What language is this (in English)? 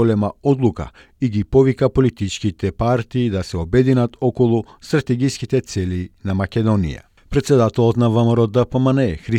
Macedonian